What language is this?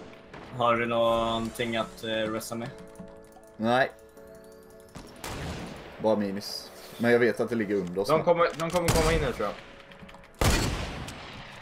Swedish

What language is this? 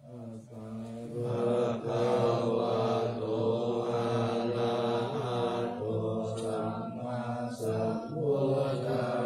Pali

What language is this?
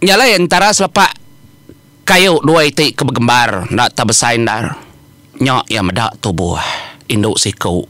Iban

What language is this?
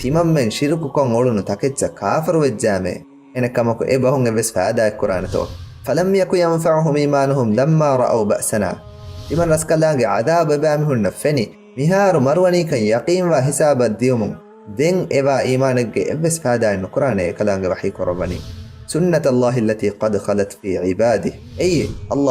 Divehi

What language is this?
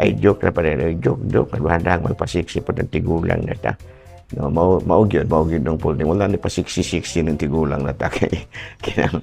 Cebuano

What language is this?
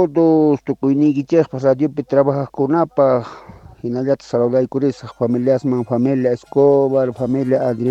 South Bolivian Quechua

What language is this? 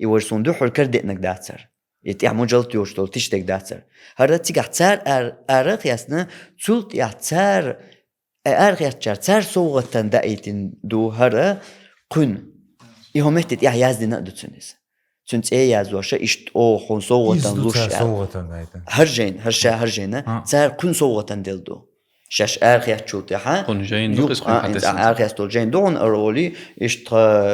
Chechen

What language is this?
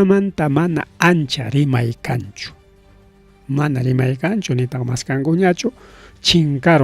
Ayacucho Quechua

